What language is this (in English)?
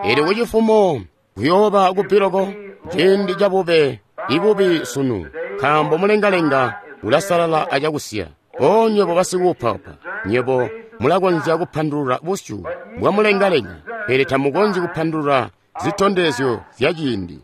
Tonga (Zambia)